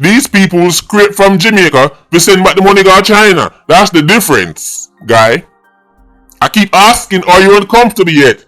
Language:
Jamaican Creole English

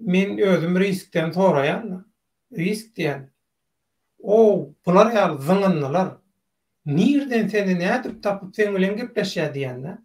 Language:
Turkmen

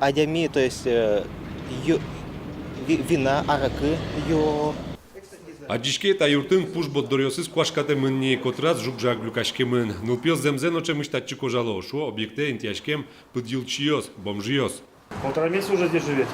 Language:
Udmurt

